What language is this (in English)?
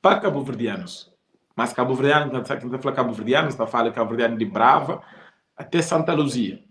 Kabuverdianu